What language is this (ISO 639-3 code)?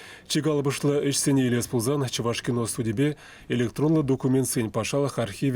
chv